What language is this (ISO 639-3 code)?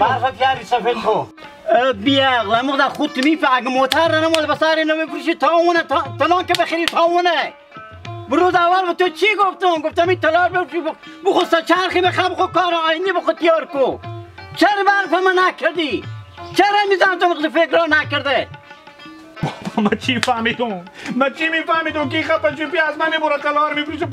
haz